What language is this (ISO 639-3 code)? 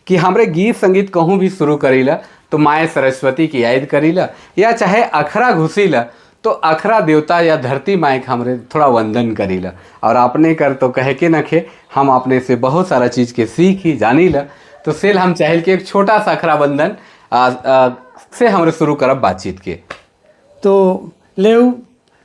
sck